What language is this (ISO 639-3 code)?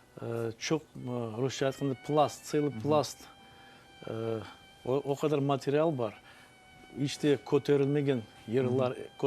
crh